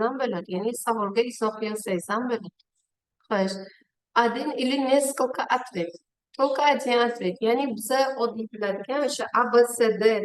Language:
Uzbek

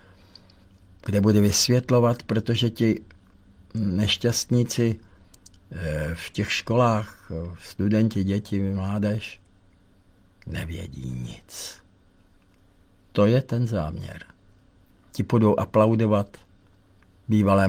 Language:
Czech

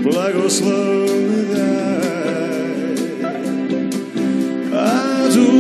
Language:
Croatian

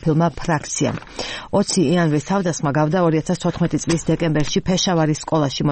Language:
Georgian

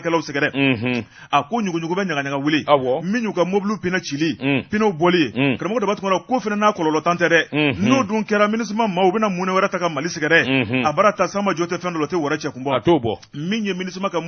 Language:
Bambara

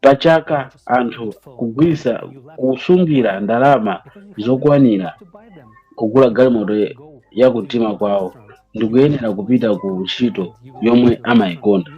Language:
Nyanja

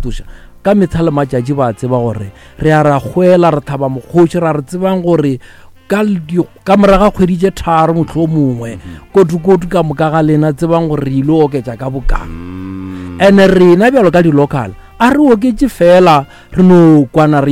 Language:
Northern Sotho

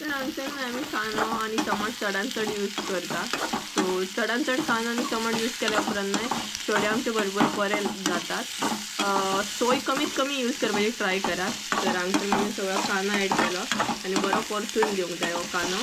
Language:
Konkani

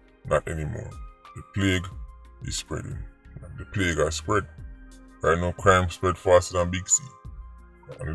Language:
Jamaican Creole English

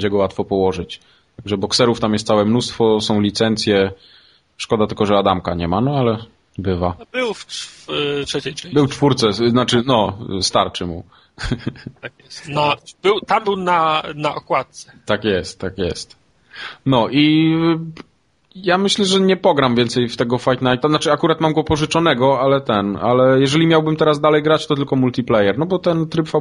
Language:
Polish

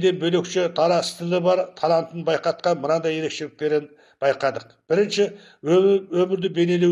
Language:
Kazakh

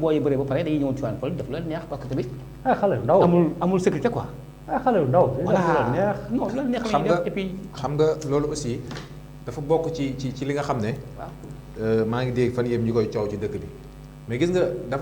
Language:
Wolof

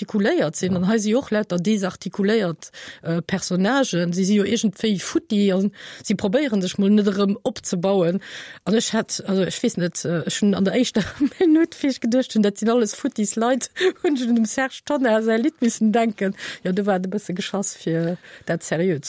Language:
Luxembourgish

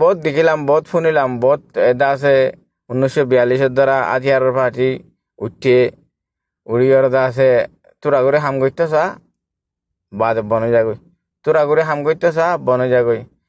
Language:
Rohingya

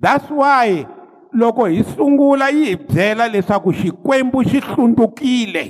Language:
Tsonga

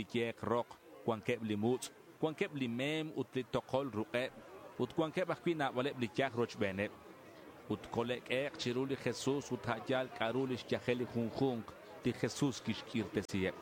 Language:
Kekchí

